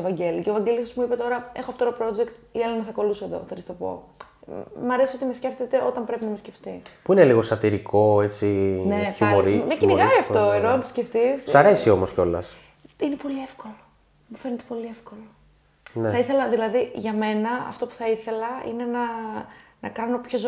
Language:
Greek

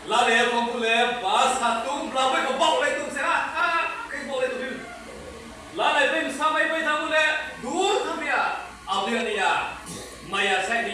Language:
Riang (India)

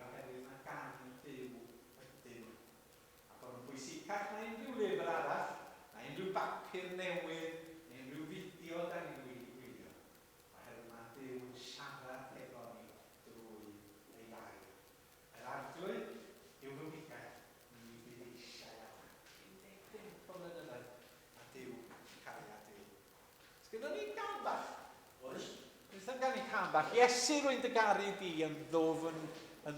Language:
Welsh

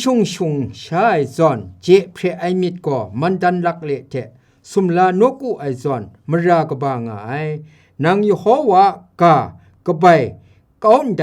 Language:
Kachin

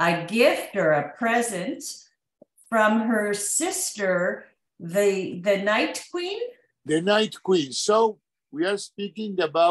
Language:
Yiddish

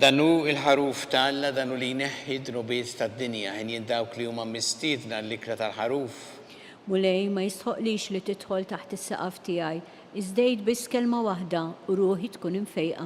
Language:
Maltese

